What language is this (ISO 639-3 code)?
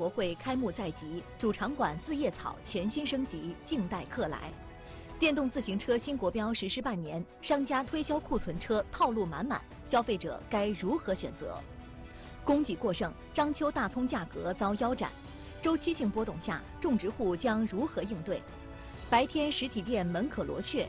zho